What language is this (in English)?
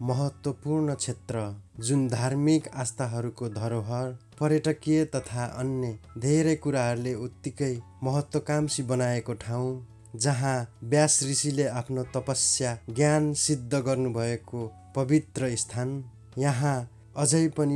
Nepali